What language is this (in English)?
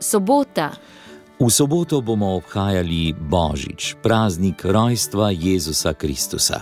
Slovenian